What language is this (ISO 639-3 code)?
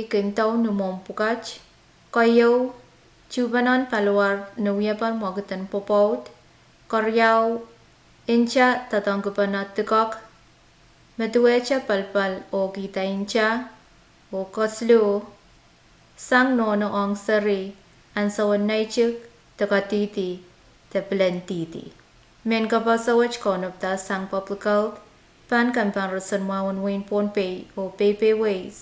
pon